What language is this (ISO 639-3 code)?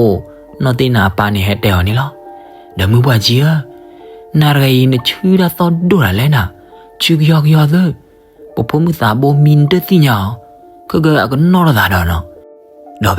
ksw